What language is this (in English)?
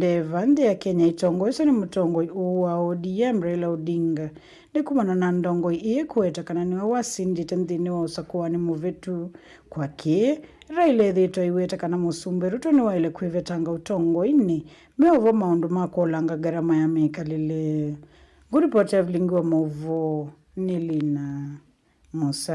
Kamba